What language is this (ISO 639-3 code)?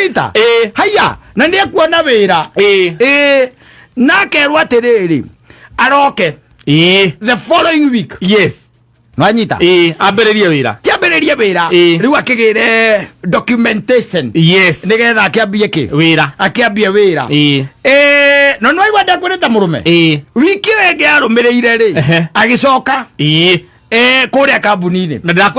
kik